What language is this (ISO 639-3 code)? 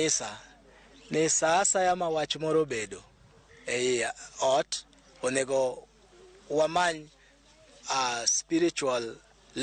luo